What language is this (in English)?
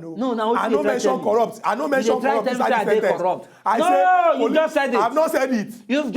Nigerian Pidgin